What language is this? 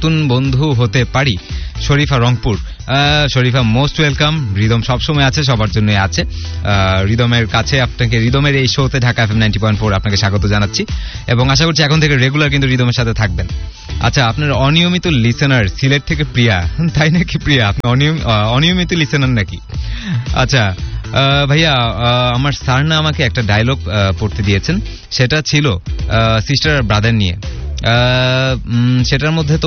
Bangla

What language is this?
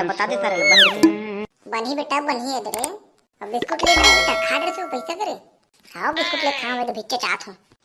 Chhattisgarhi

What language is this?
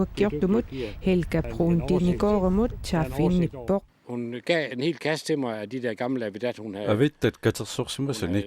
Kalaallisut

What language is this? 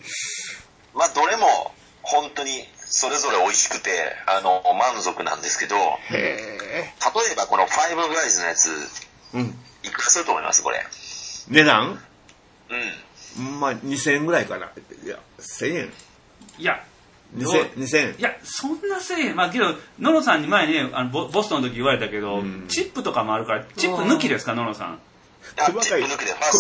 Japanese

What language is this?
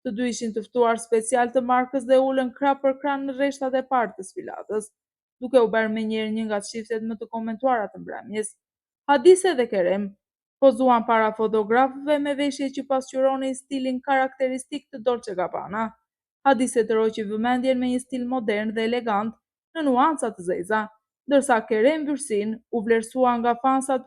Albanian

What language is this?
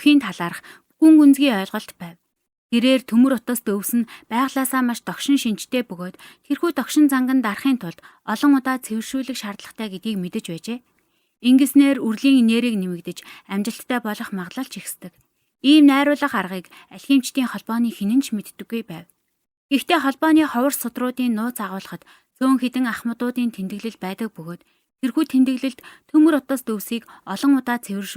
Mongolian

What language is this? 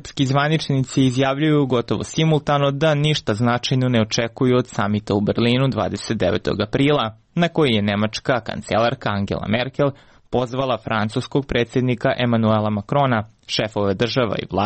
Serbian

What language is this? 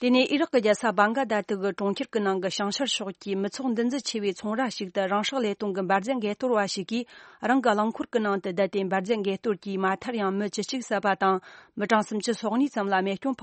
Tibetan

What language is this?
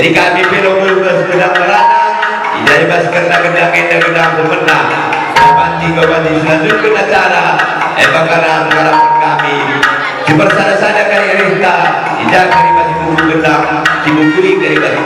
Batak Karo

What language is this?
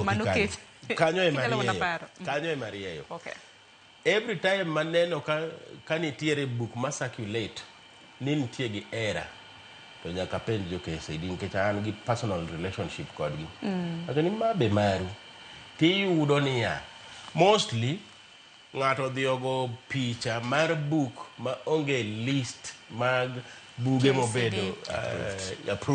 Luo (Kenya and Tanzania)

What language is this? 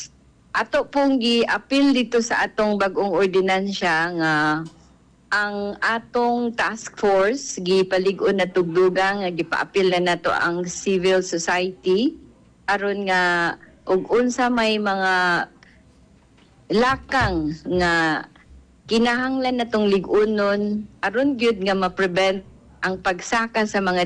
Cebuano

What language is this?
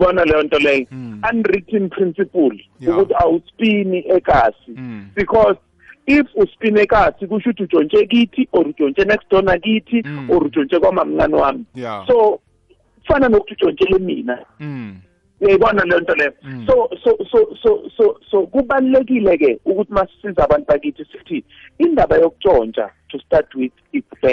South Ndebele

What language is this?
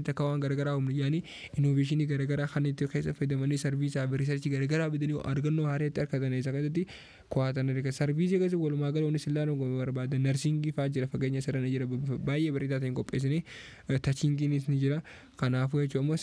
Oromo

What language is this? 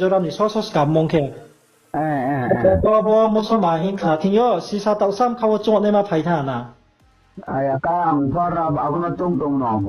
Riang (India)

